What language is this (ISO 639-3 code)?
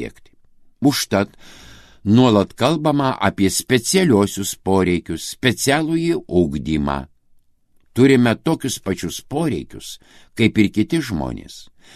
lit